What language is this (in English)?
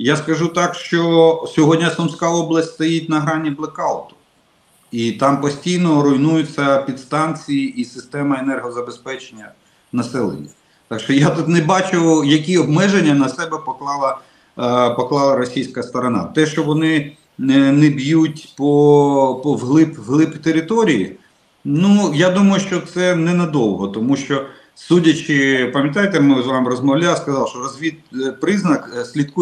Ukrainian